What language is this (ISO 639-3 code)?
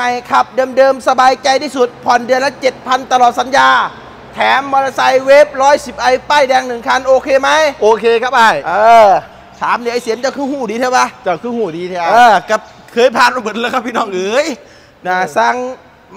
tha